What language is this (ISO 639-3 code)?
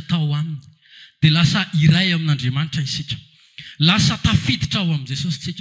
mlg